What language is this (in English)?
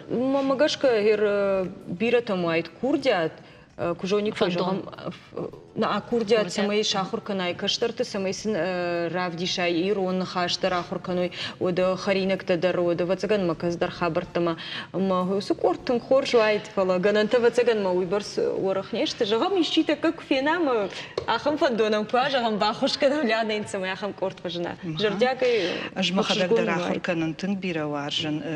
Ossetic